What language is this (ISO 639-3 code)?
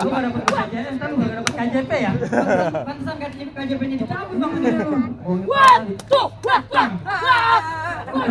bew